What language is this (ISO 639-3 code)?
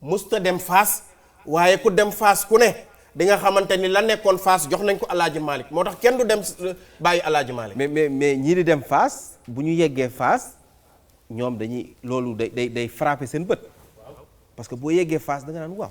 wol